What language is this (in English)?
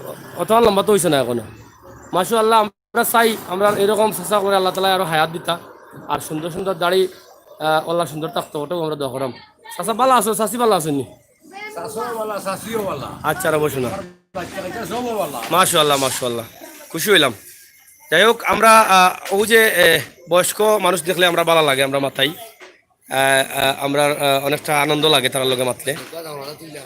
Sylheti